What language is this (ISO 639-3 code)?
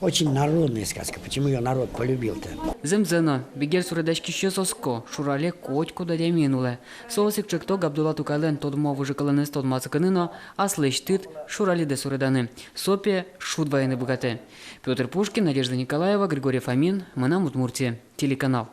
udm